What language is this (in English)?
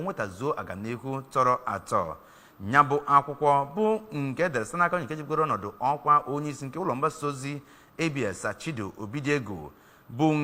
Igbo